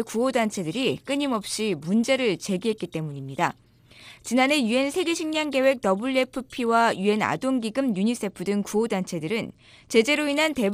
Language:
Korean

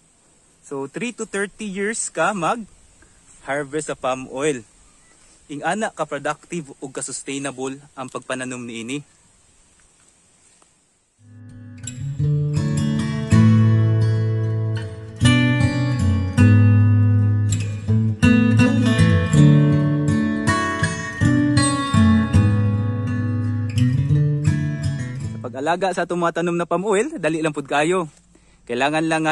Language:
Cebuano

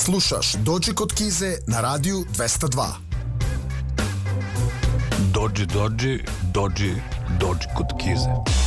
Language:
Serbian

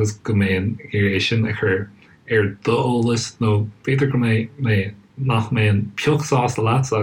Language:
Irish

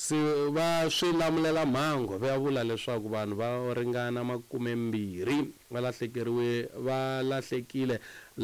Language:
Tsonga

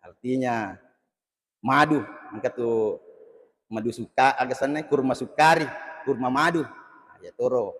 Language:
Buginese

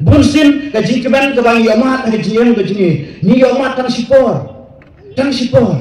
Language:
Khasi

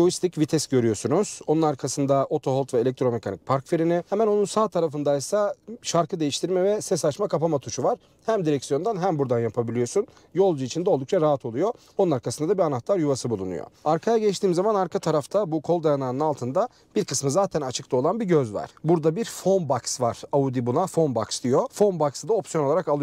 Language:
Turkish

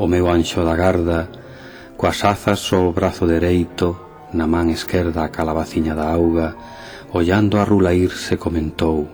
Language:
Galician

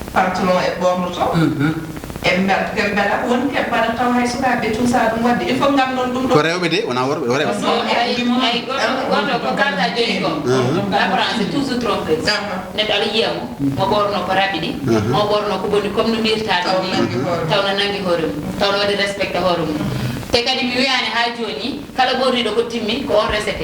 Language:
Fula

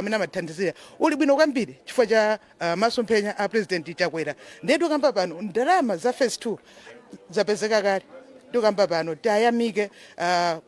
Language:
Nyanja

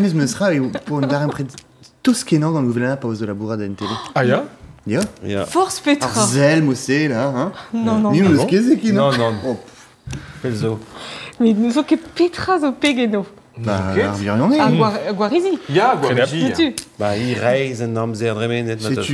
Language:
Breton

